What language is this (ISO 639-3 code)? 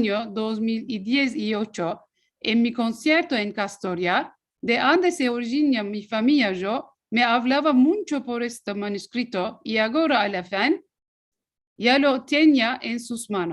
lad